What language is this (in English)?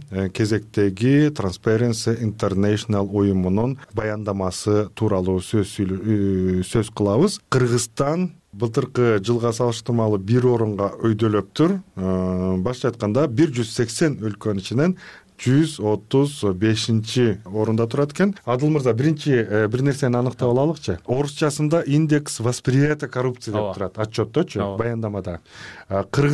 Kyrgyz